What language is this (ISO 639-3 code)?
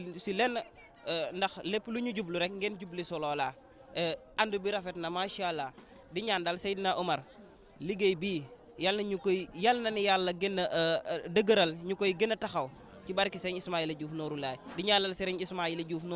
wol